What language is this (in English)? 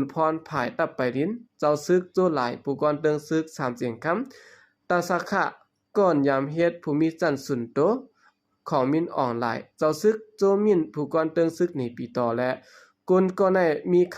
Shan